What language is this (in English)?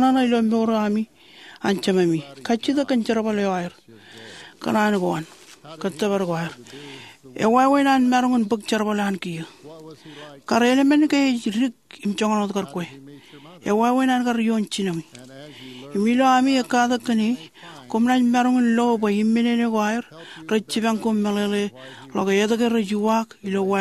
Marshallese